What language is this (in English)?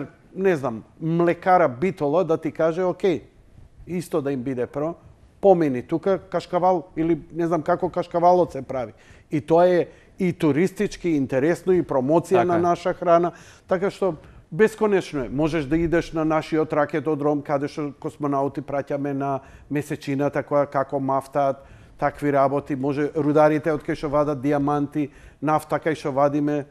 Macedonian